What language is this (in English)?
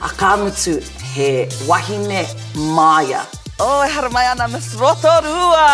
Māori